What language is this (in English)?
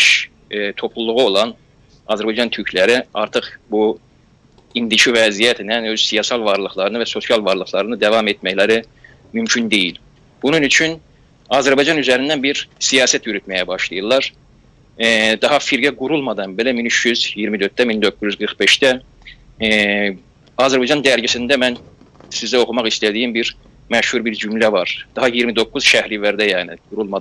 South Azerbaijani